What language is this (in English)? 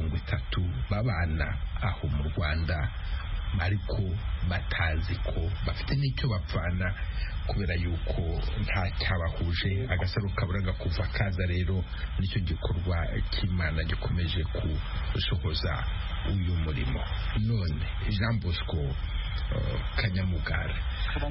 Kinyarwanda